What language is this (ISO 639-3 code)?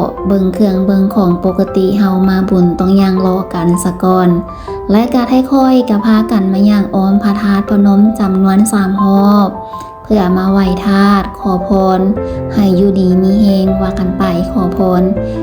lao